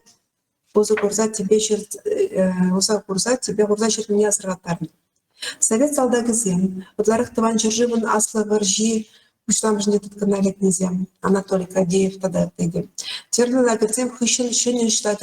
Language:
Chuvash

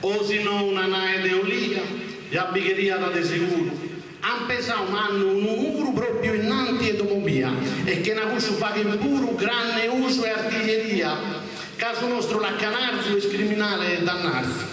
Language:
Sardinian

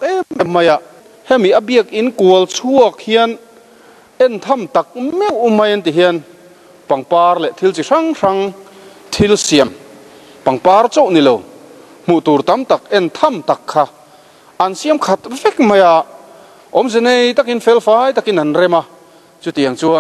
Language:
Mizo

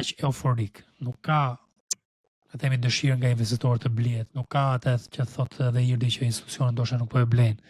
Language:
Albanian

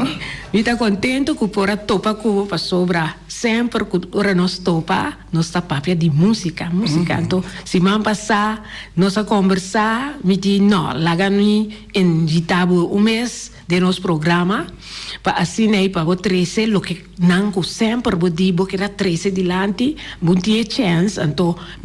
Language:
Papiamento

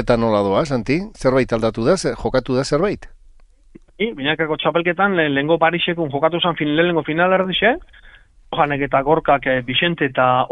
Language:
Basque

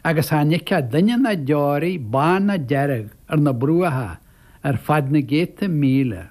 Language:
Irish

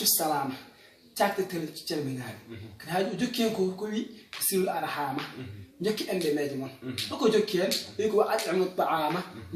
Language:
Fula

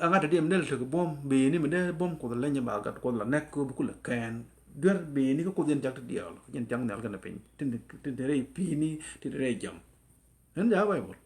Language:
Nuer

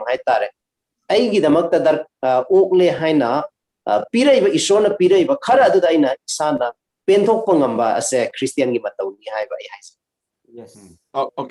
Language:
Manipuri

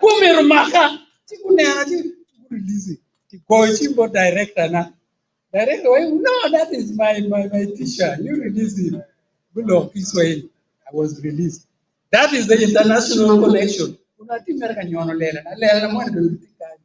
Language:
Acoli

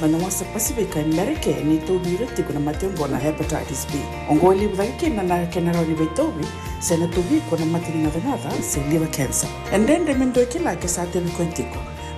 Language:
Fijian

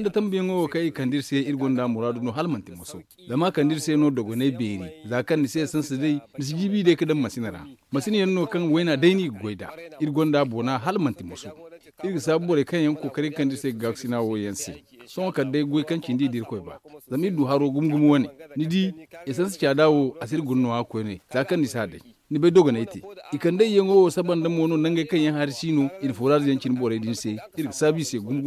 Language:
Zarma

